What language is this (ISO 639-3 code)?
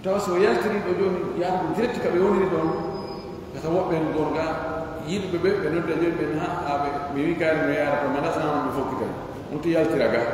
fuf